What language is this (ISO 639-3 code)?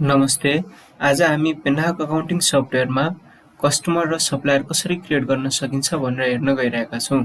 nep